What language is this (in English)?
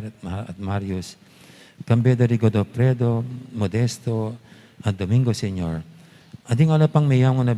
Pampanga